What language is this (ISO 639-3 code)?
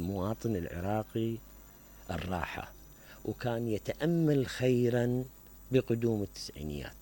acm